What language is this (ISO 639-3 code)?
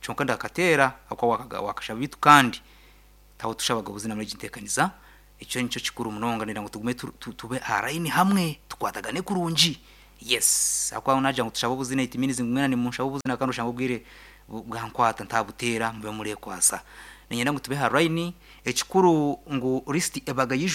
nyn